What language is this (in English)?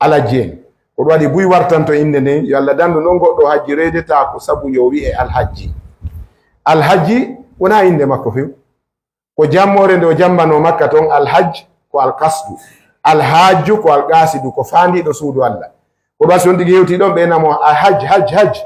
Fula